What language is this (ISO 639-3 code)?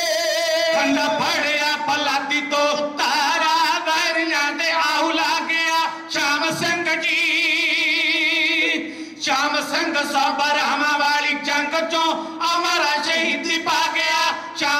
pan